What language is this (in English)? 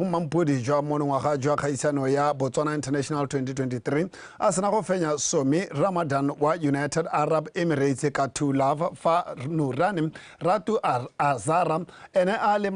Tswana